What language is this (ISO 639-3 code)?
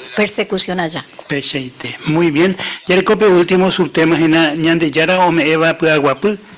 grn